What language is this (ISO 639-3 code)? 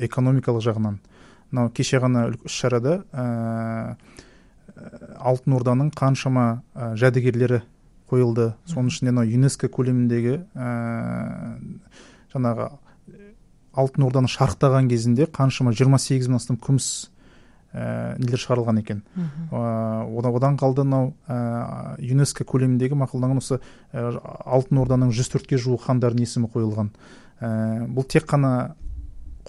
kaz